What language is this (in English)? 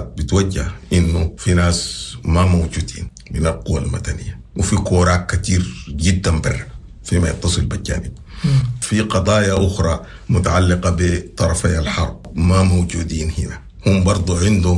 Sudanese Arabic